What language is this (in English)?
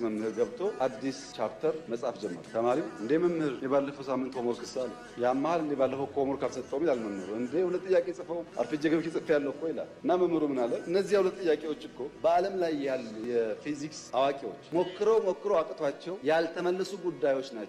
Amharic